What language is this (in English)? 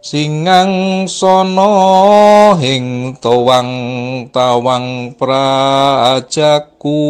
Javanese